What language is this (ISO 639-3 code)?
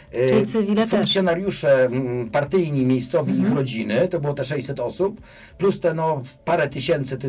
pol